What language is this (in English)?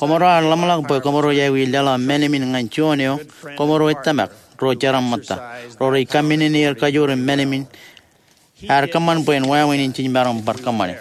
Marshallese